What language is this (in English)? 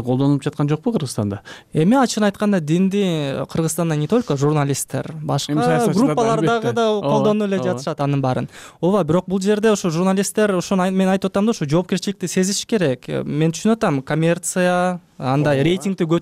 Kyrgyz